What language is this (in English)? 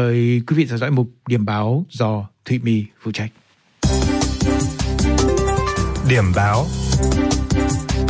Vietnamese